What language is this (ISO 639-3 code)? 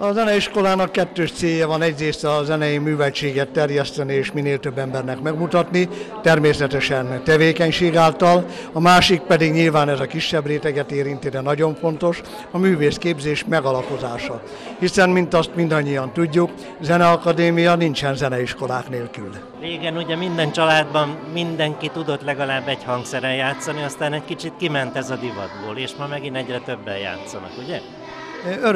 hun